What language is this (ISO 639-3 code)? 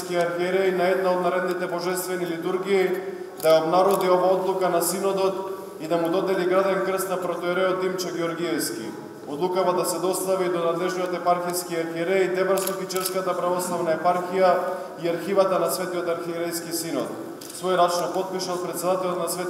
mkd